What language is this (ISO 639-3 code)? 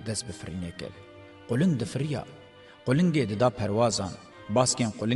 kur